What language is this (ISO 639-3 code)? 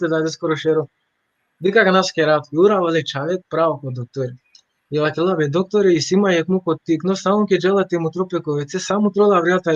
rmn